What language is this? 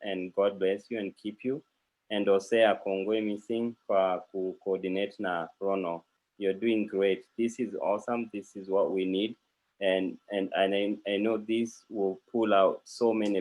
Kalenjin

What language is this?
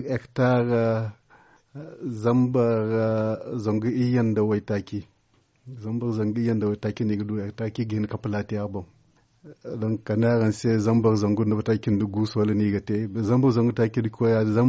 Zarma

